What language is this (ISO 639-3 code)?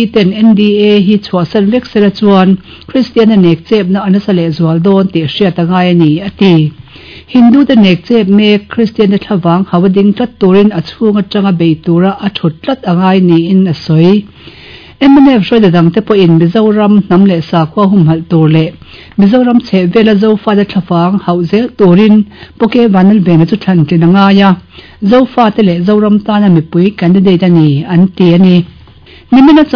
lus